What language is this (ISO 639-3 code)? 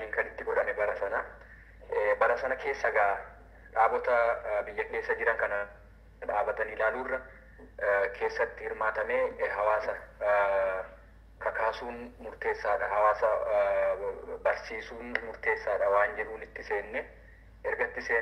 orm